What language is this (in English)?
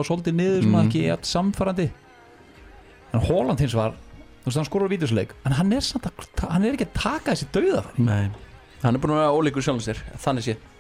Icelandic